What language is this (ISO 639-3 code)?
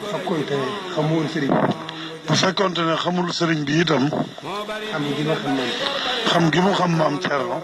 wol